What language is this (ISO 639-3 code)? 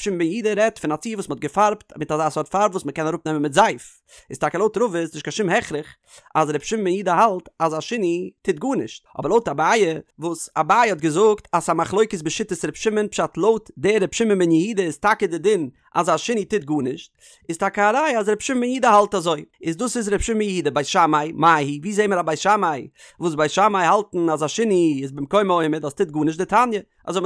yid